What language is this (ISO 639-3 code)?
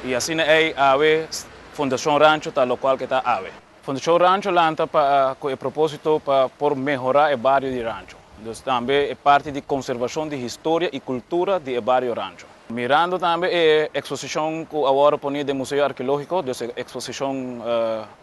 pap